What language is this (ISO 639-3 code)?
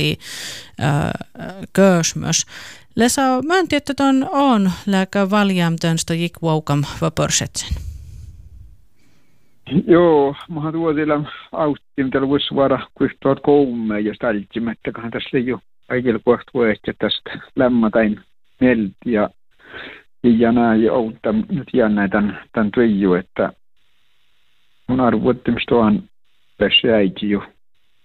fin